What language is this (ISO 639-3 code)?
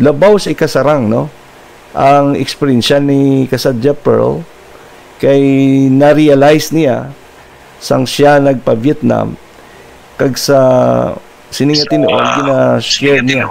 hil